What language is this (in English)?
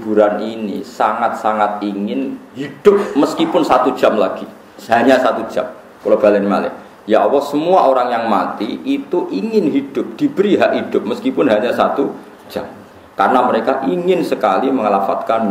Javanese